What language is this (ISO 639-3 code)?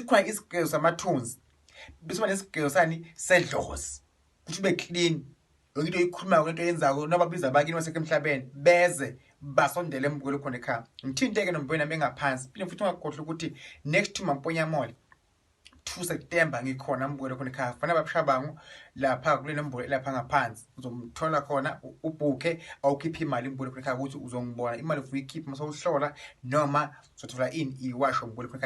zul